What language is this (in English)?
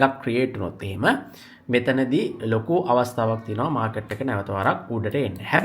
Sinhala